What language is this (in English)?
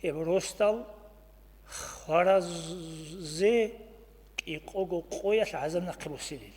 Avaric